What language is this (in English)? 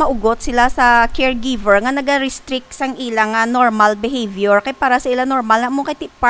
Hiligaynon